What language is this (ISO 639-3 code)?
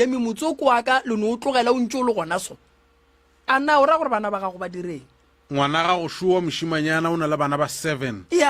nso